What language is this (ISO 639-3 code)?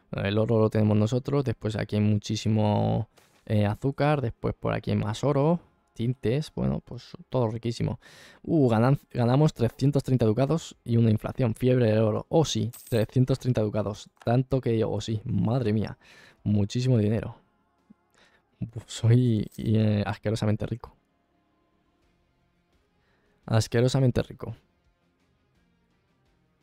spa